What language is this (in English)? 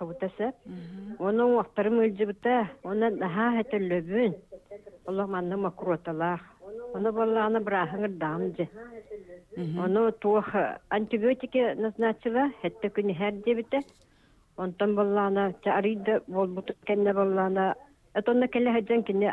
Yakut